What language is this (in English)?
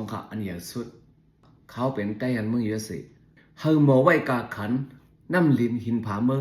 Shan